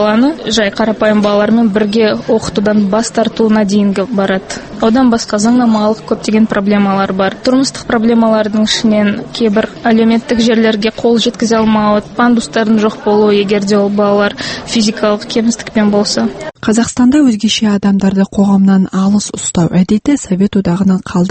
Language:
Kazakh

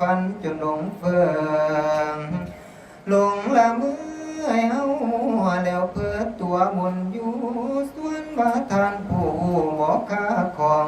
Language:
Northeastern Thai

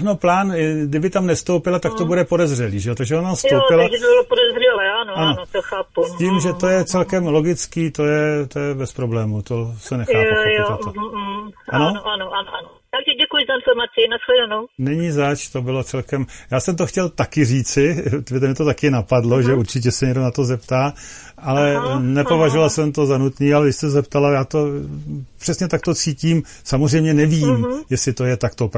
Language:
Czech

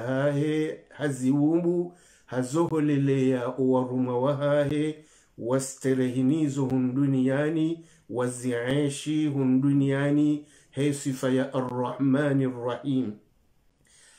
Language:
Swahili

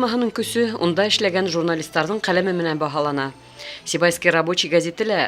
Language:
Bashkir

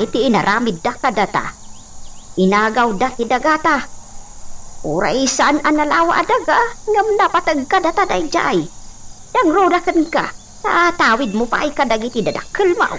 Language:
Iloko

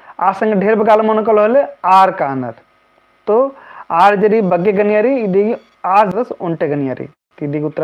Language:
Kurukh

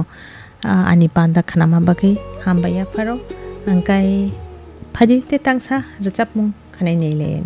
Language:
Kok Borok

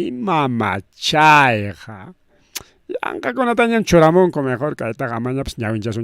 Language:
Ayacucho Quechua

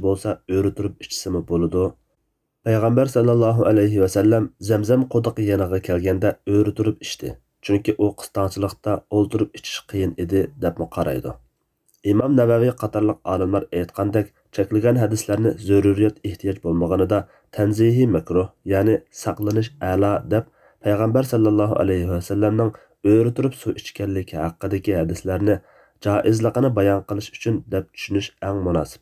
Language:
Uyghur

